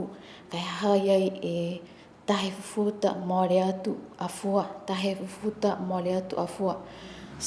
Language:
Niuean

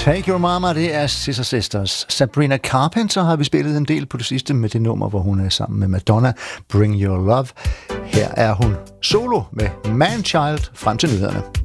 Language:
Danish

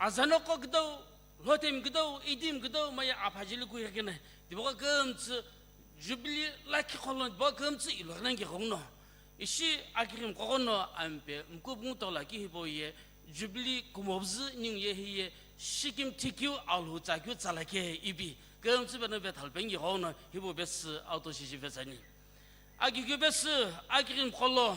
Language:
Sumi Naga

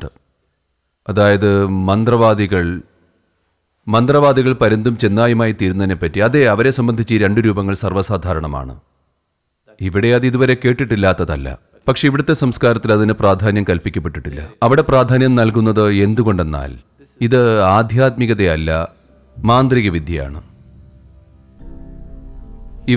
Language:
Malayalam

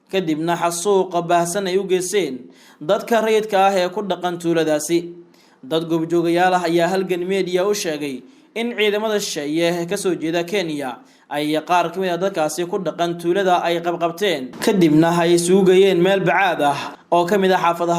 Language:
Somali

